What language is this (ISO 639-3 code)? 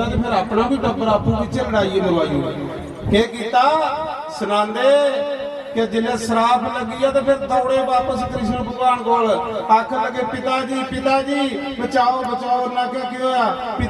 doi